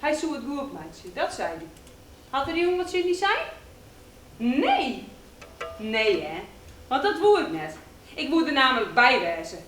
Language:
Western Frisian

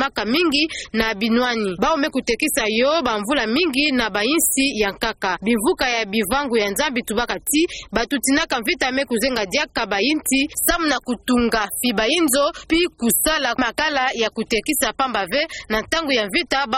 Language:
Kituba (Democratic Republic of Congo)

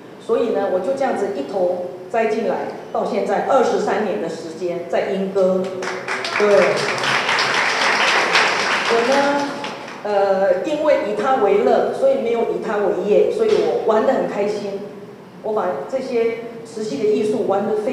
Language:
Chinese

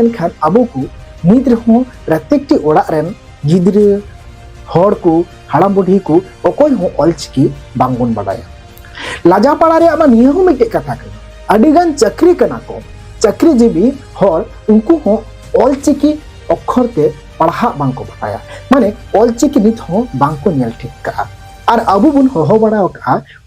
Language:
Santali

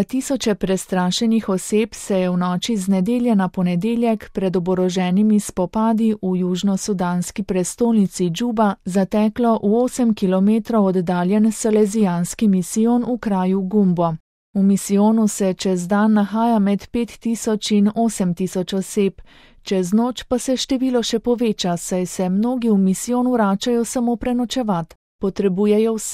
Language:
Slovenian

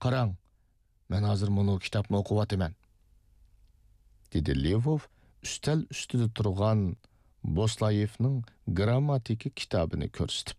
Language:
Uyghur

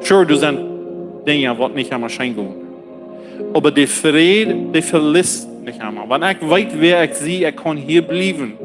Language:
Plautdietsch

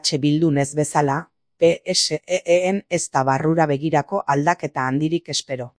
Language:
Basque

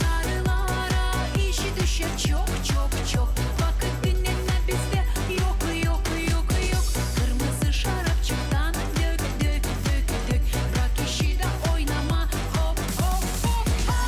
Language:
Gagauz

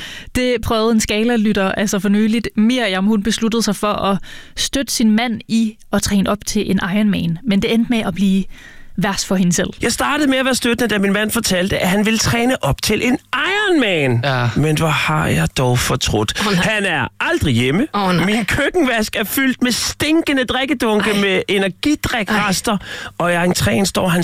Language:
Danish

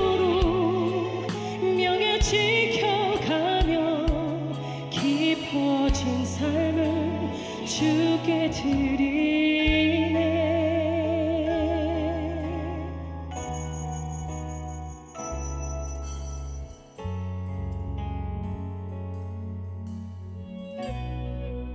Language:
Korean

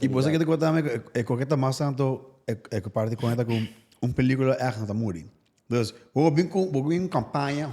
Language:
Papiamento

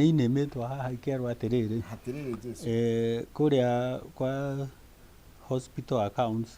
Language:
Kikuyu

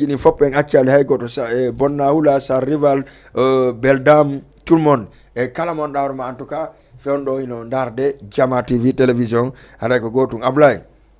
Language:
Fula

